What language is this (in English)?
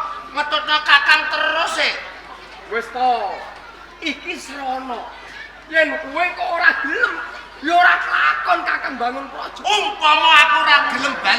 Javanese